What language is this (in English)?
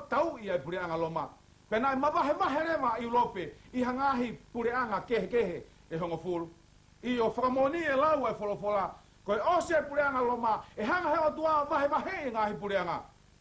Tongan